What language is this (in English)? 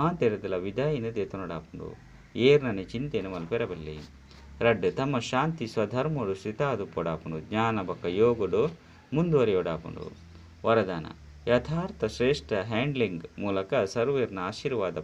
Tulu